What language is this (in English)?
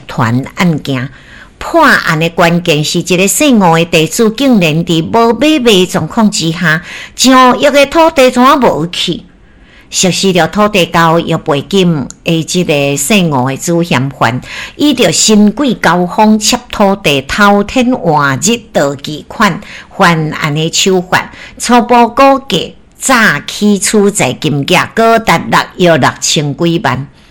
Min Nan Chinese